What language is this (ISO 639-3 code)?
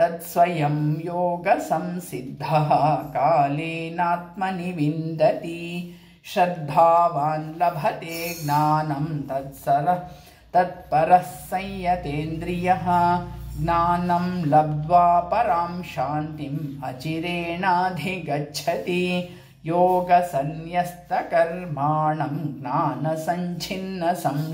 san